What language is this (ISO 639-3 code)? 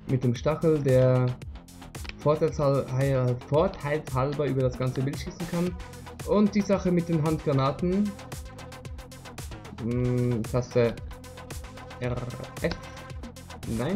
deu